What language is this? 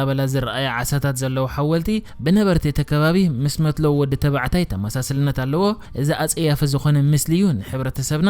Tigrinya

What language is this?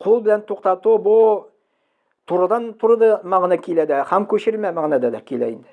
Tatar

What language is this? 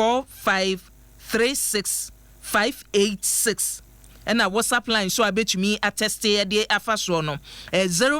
Akan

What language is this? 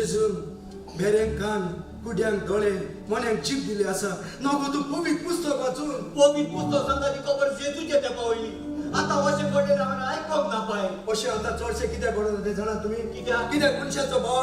Konkani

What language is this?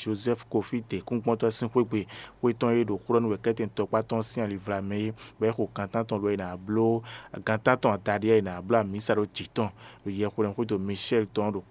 Fon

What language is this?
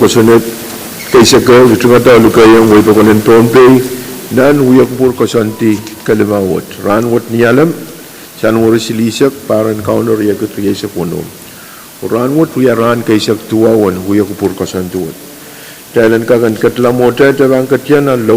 Pohnpeian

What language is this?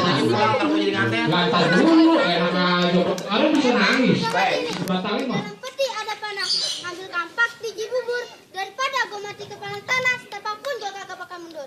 Betawi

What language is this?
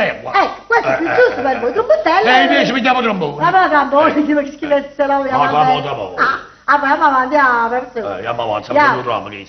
Neapolitan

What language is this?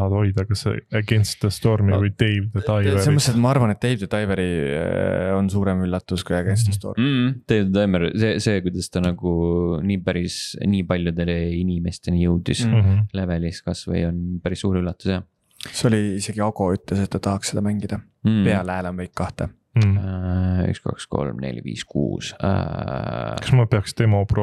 Estonian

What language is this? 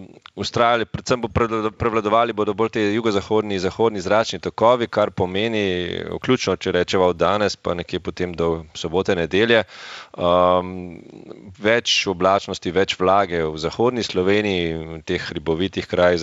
Slovenian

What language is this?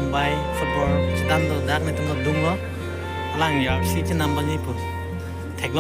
Karbi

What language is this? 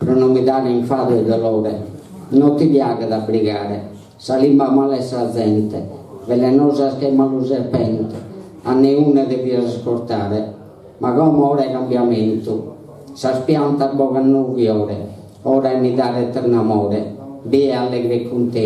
Sardinian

